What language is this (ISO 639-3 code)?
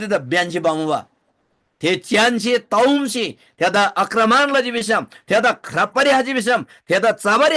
taj